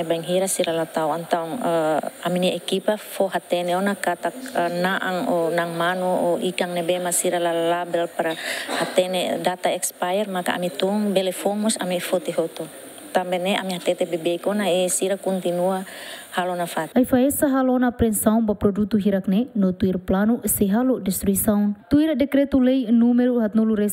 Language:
Tetum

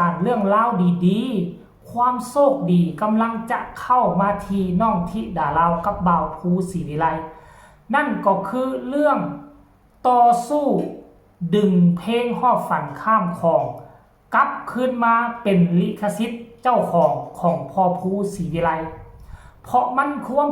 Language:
Northeastern Thai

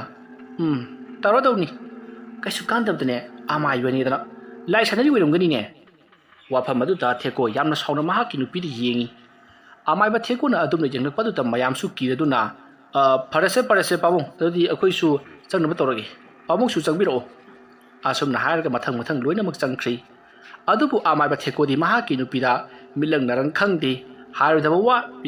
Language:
Manipuri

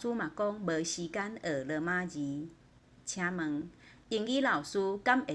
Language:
Min Nan Chinese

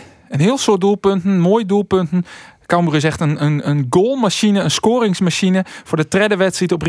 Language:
Western Frisian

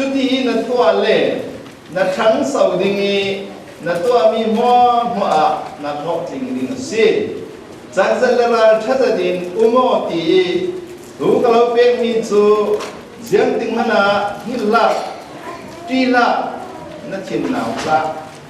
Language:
Falam Chin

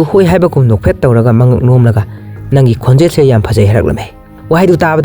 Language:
Manipuri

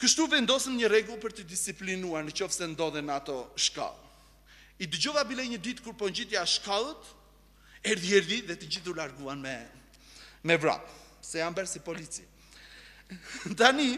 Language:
Albanian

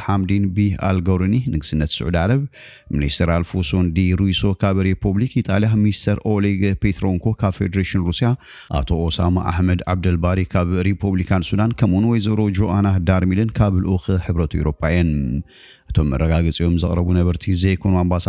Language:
Tigrinya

